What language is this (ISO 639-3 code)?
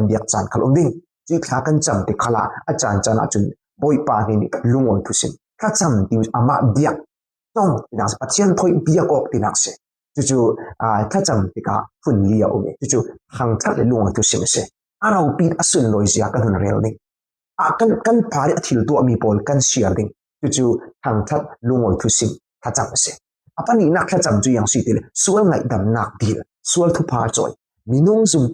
cfm